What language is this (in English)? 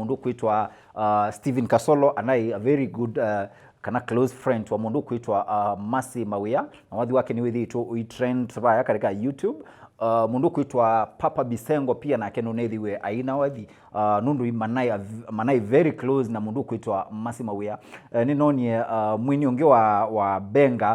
Kamba